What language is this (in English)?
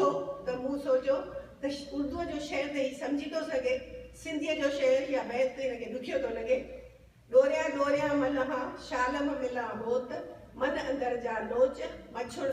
Sindhi